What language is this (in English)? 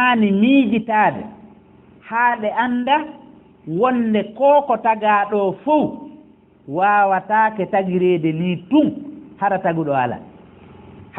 Fula